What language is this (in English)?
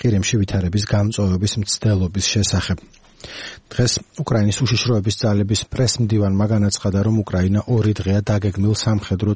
Georgian